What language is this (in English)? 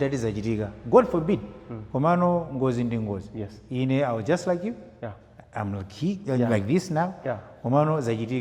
Nyanja